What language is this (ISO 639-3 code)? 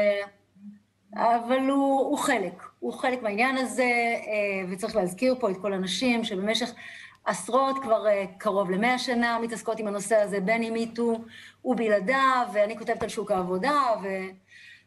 heb